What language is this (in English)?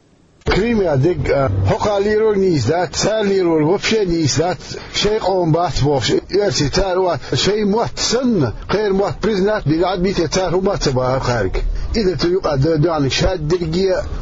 Chechen